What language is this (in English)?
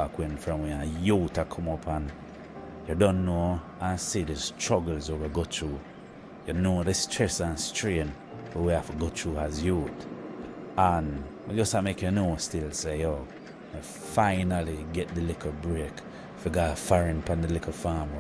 Jamaican Creole English